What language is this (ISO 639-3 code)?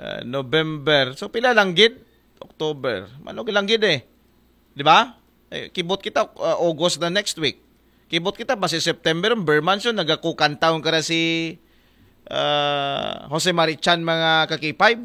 akl